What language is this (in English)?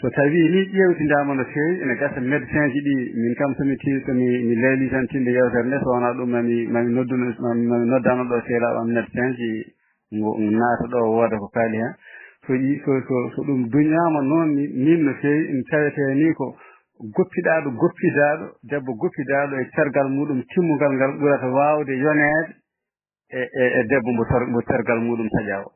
Fula